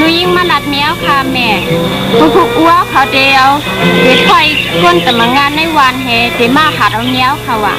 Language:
Shan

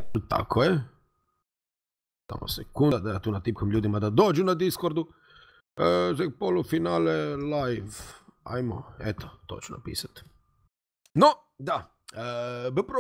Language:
Croatian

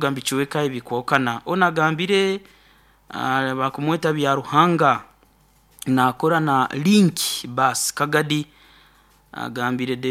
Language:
Nyoro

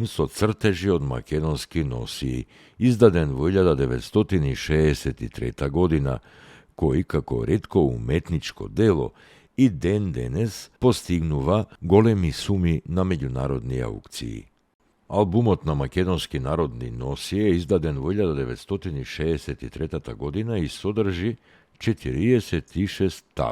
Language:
Macedonian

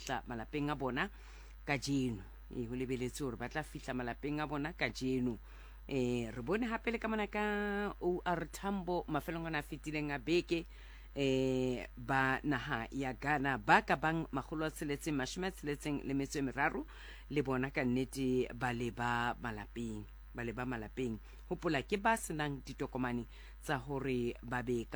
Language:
Southern Sotho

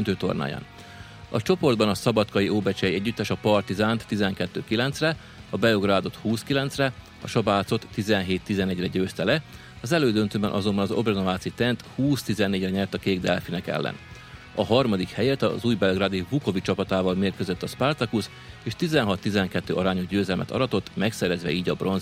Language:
Hungarian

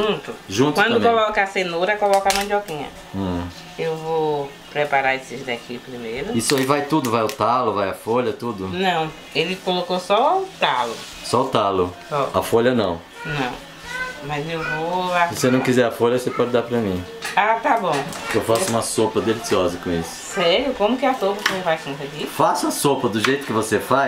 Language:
Portuguese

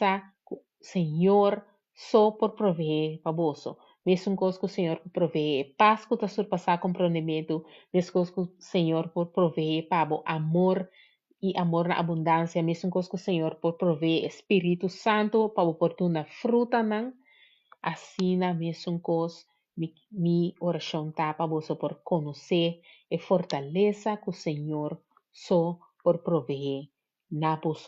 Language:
Papiamento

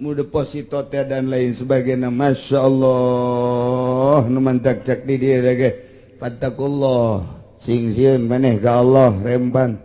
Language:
Sundanese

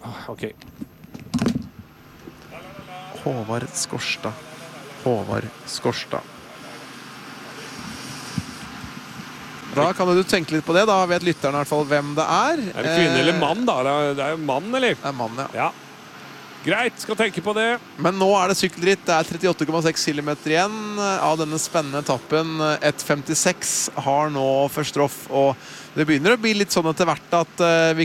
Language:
Norwegian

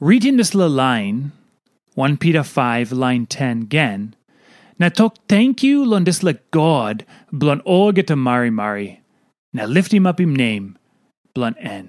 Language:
Tok Pisin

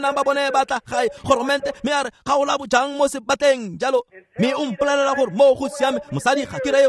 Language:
Tswana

